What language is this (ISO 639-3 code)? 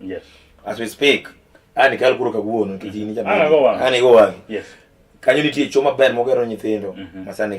luo